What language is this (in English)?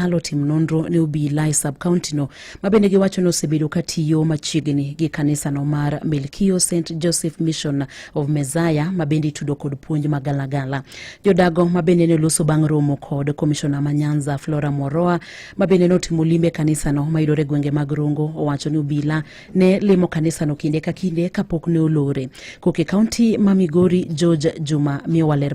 Luo (Kenya and Tanzania)